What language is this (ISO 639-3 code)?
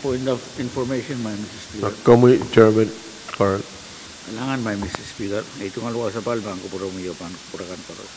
pon